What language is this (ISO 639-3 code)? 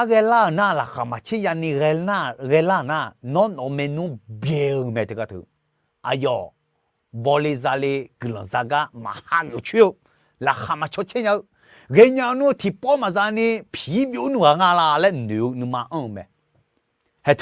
ahk